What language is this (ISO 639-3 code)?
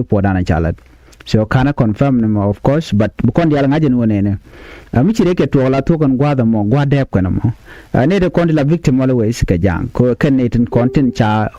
nus